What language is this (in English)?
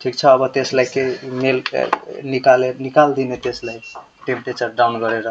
Nepali